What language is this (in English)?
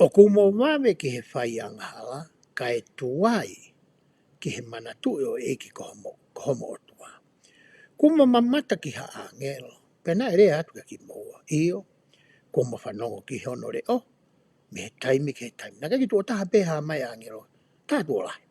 Tongan